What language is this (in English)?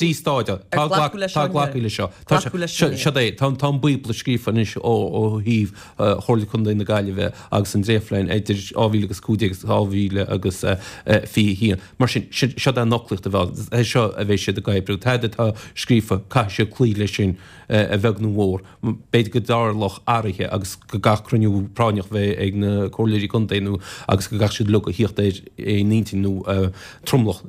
Irish